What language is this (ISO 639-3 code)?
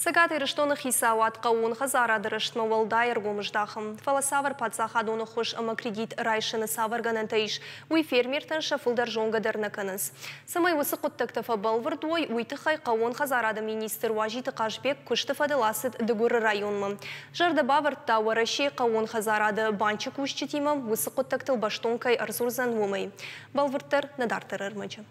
oss